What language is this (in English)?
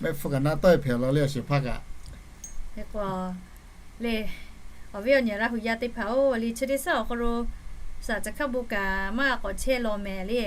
Lahu